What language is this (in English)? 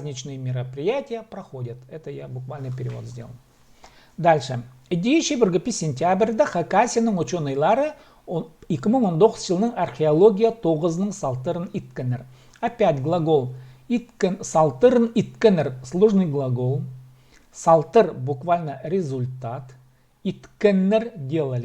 Khakas